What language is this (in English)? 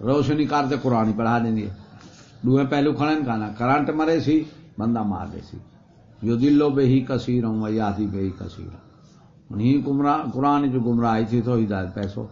Saraiki